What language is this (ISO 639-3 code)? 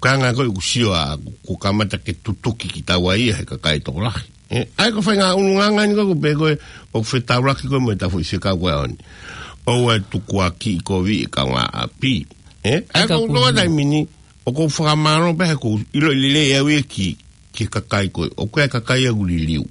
ton